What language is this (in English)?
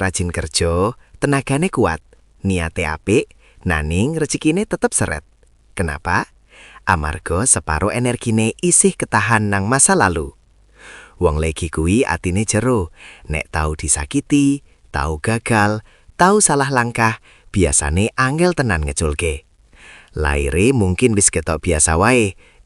Javanese